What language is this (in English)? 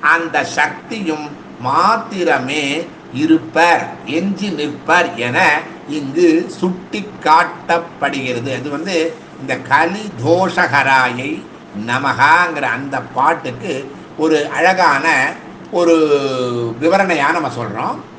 Tamil